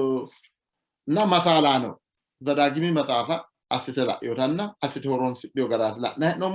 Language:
Sidamo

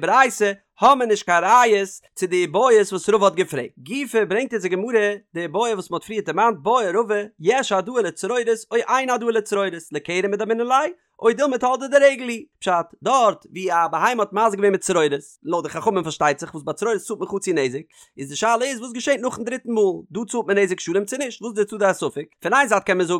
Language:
Yiddish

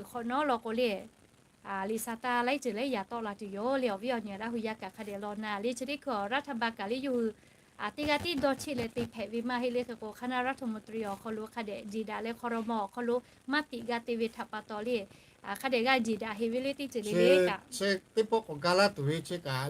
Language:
Lahu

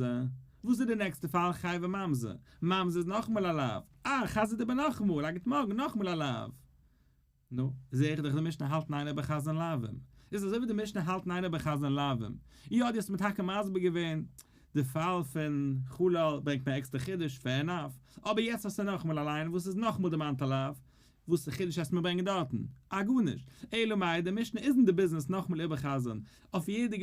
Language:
Yiddish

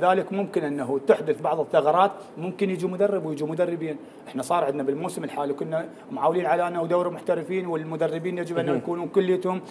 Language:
Mesopotamian Arabic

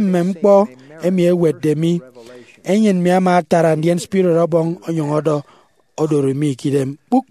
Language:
Efik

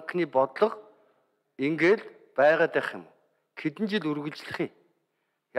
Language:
Mongolian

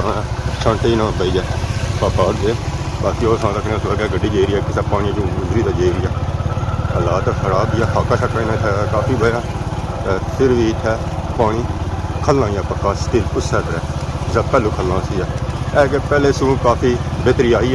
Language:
Pahari-Potwari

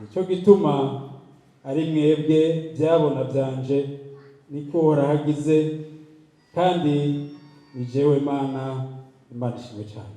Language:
Rundi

